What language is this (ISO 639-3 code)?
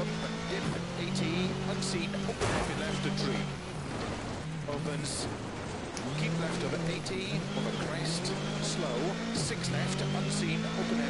eng